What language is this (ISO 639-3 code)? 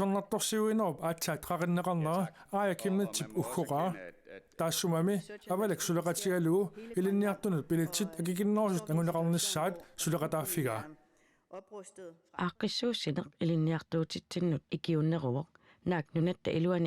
kal